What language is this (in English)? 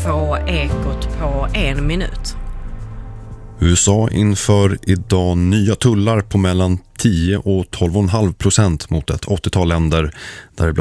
Swedish